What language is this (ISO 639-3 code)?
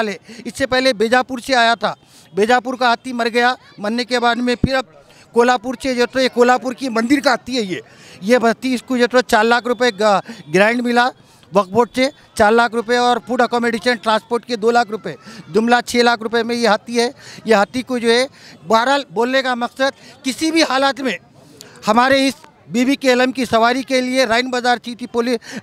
urd